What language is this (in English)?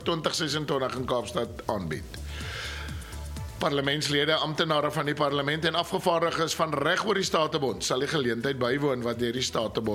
Afrikaans